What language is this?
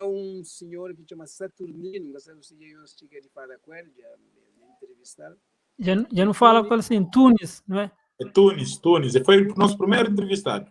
Kabuverdianu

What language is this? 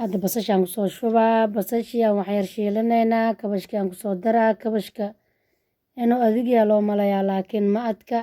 Somali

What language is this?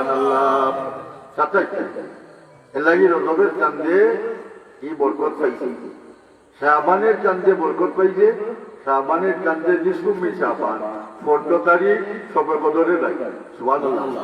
Sylheti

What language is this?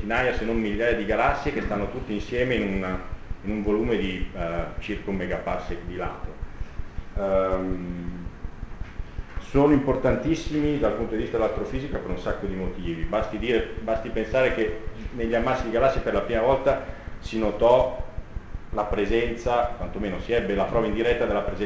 Italian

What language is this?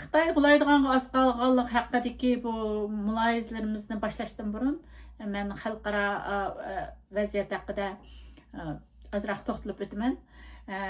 Uyghur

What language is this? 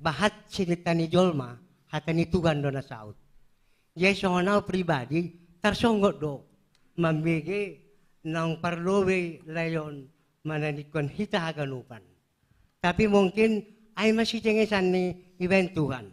Batak Simalungun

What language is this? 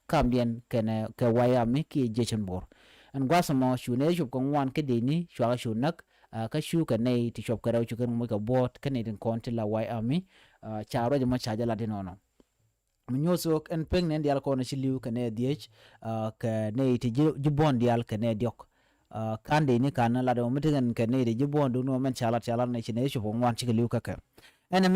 Nuer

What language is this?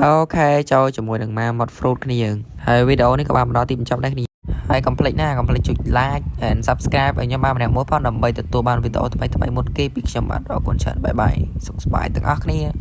Khmer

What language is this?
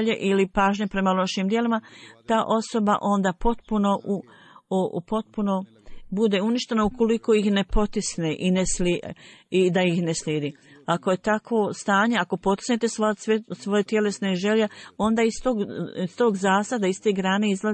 Bosnian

